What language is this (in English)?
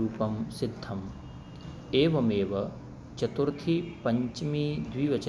Sanskrit